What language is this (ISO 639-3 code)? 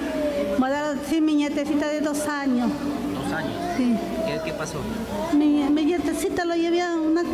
spa